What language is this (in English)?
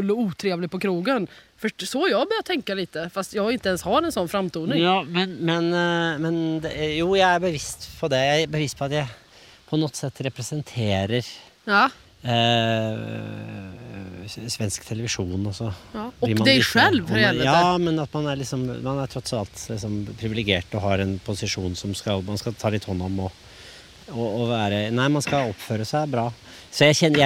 Swedish